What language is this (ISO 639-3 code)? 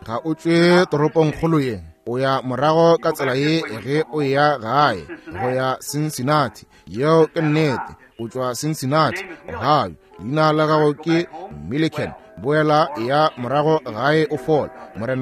nso